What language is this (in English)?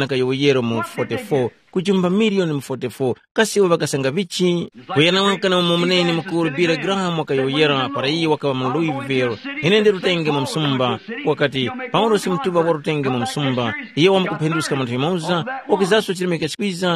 Tumbuka